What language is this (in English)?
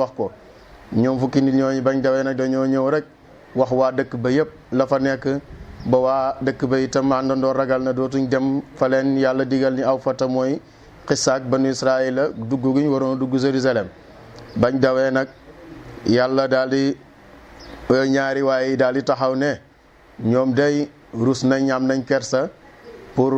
Wolof